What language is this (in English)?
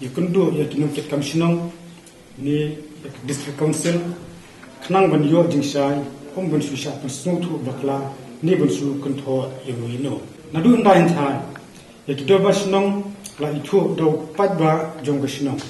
Khasi